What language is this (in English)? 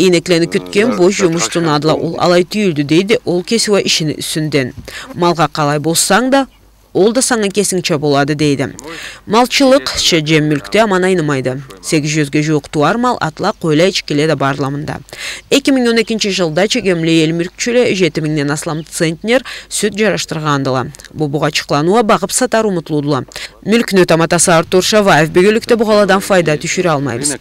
Karachay-Balkar